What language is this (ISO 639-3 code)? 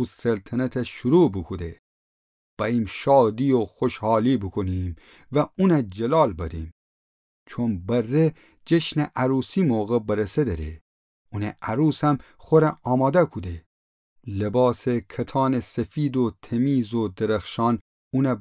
glk